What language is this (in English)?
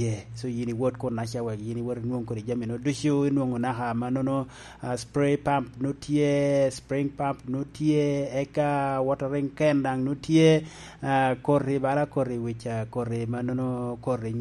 Lango (Uganda)